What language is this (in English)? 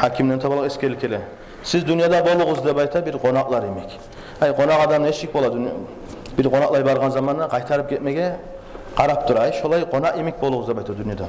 Kumyk